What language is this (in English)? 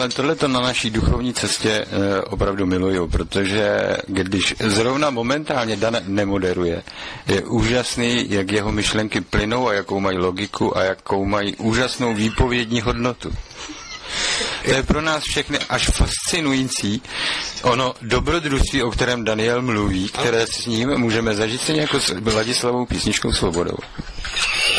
Czech